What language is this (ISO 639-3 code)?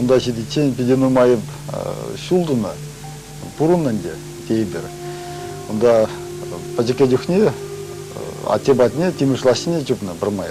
chv